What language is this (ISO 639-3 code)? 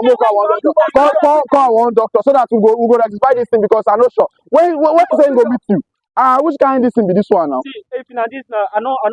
pcm